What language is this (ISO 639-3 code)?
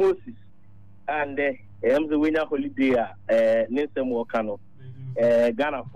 aka